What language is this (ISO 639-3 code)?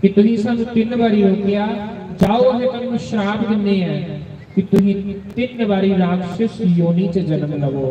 doi